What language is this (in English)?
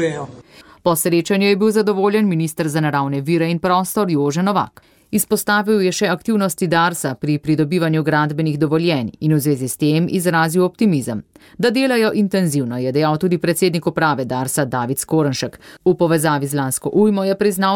Slovenian